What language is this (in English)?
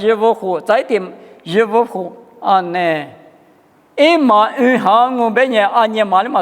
Lisu